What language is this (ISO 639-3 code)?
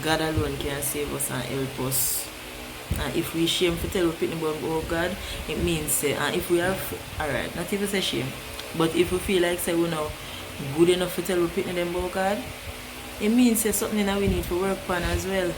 jam